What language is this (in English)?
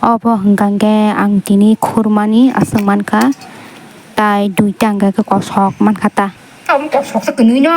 Kok Borok